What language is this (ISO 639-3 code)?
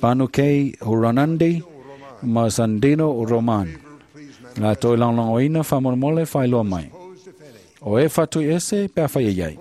smo